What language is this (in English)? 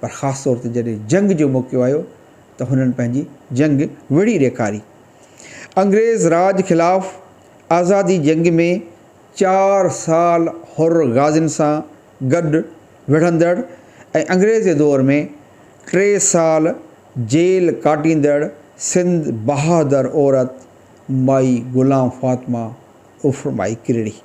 Sindhi